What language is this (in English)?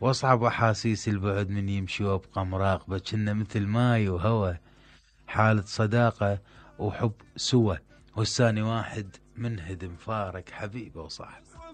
Mesopotamian Arabic